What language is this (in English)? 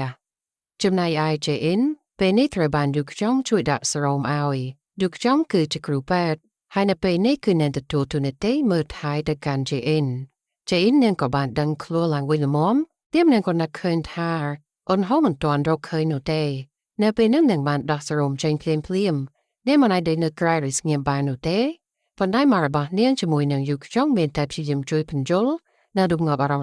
Khmer